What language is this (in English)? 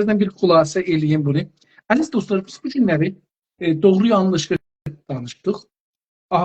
South Azerbaijani